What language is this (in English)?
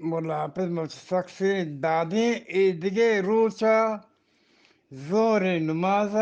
Eastern Balochi